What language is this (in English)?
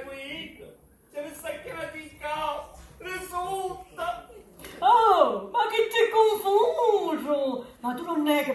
Sicilian